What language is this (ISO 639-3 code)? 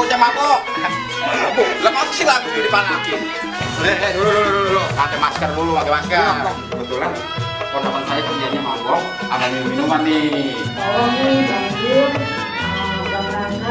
bew